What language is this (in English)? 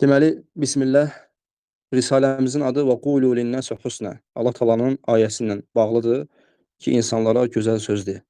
Azerbaijani